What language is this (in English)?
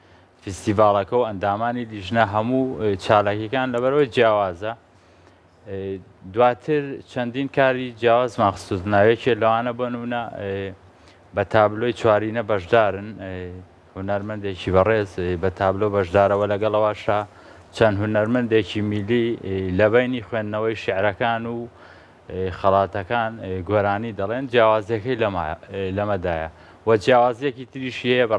Central Kurdish